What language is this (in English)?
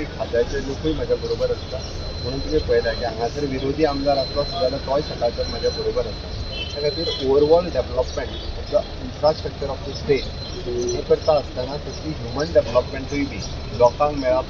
Konkani